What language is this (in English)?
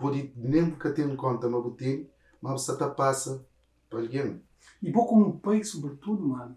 Kabuverdianu